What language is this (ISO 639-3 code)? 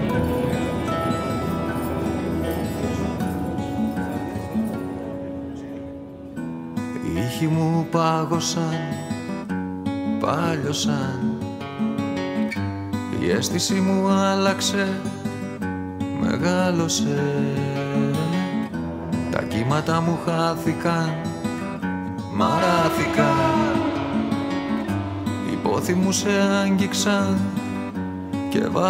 ell